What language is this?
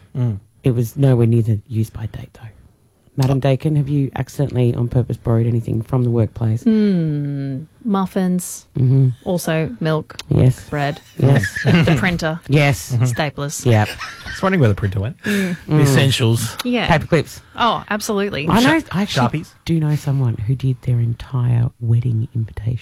English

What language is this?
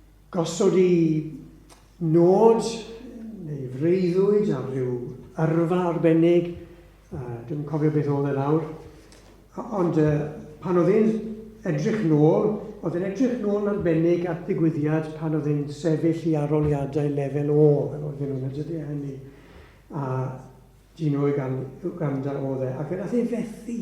Welsh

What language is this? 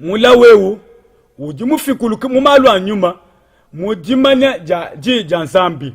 Luba-Lulua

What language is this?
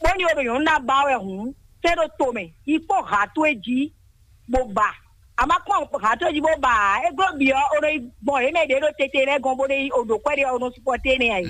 Fon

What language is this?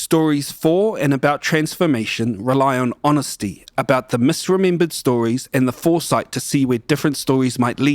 Māori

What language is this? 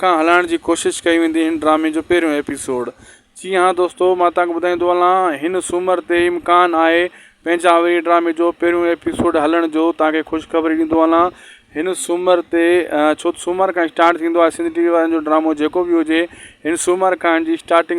Sindhi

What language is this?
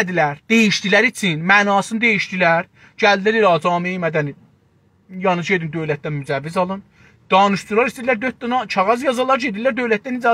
South Azerbaijani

